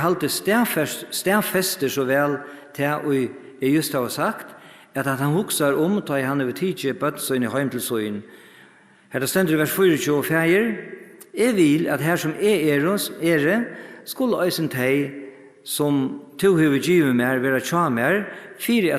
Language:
Faroese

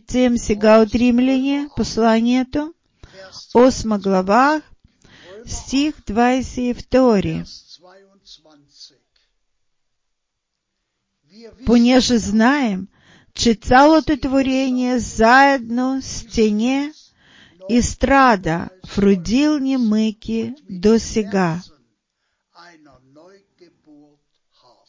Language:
Bulgarian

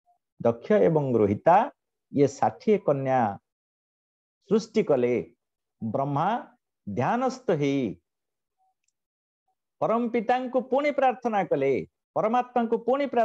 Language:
Odia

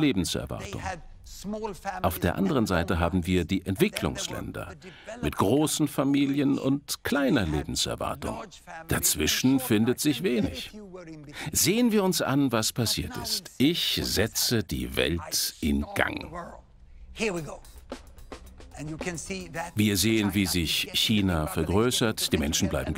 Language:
German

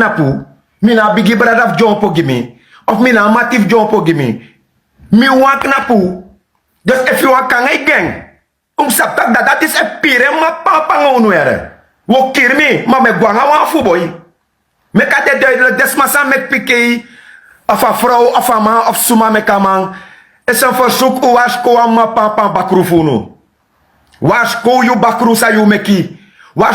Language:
Sranan Tongo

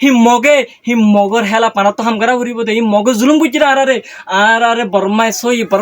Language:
Rohingya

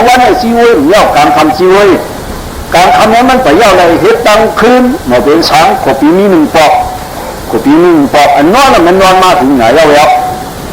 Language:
Shan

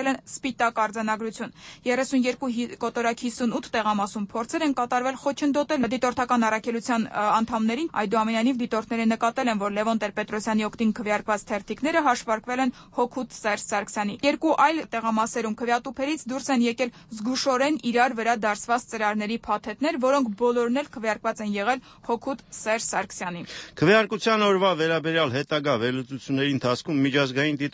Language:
Armenian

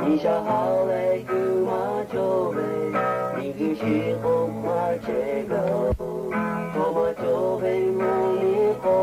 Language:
Lahu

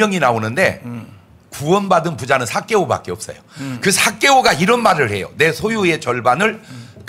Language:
Korean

